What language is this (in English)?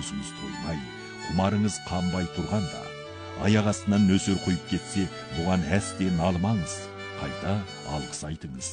Kazakh